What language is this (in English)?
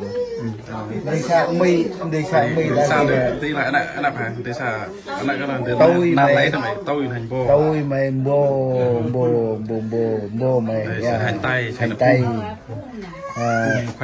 Central Mnong